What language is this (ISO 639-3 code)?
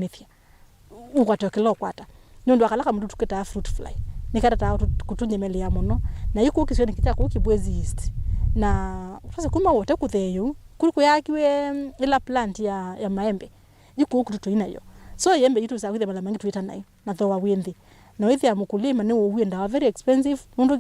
kam